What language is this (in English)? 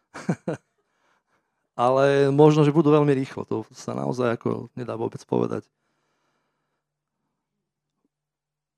Slovak